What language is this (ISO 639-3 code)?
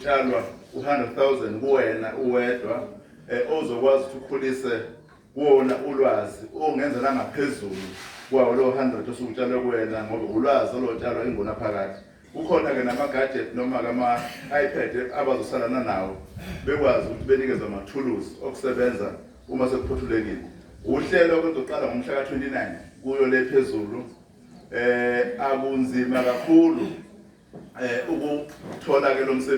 zul